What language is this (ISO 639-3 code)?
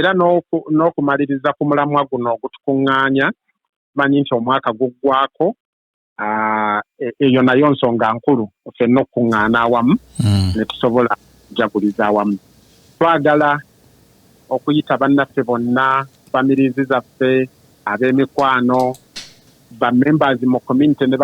lug